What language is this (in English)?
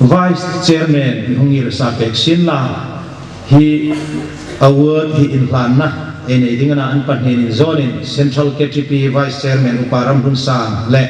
Hmar